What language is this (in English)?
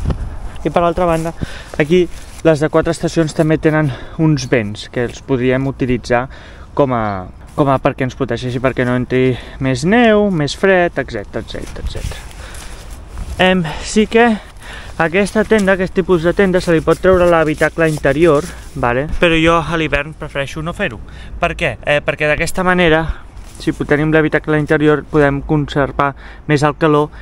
Catalan